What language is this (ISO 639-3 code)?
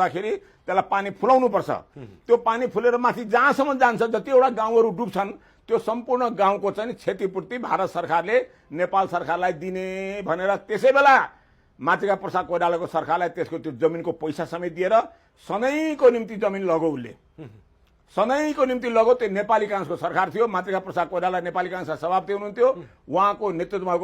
nep